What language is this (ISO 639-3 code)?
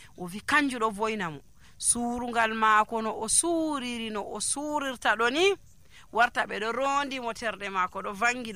fuv